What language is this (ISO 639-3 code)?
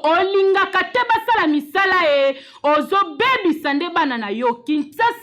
lin